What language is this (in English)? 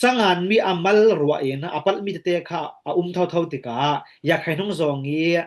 Falam Chin